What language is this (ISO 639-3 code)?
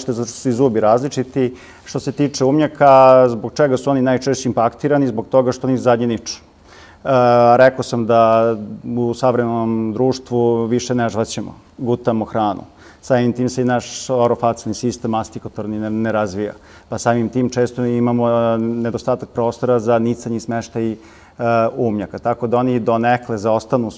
srp